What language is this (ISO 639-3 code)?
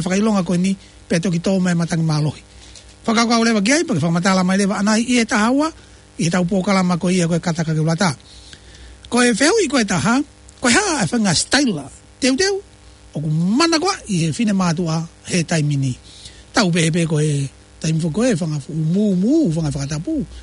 ton